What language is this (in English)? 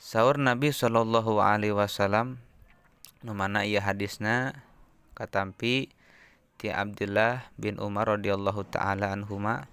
Sundanese